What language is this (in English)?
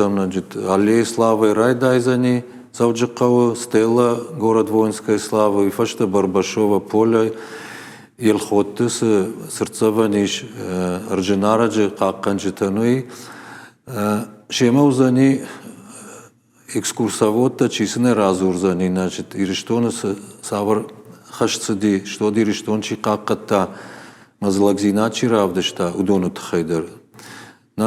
Ossetic